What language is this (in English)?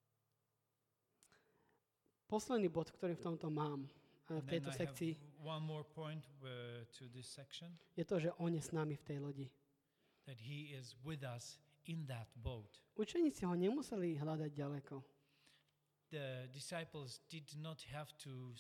Slovak